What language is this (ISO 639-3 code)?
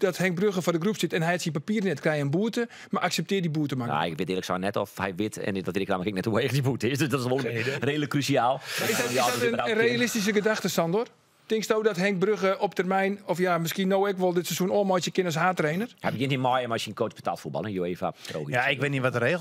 fry